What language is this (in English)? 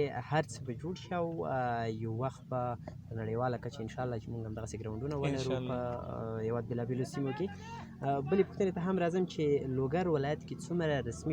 Pashto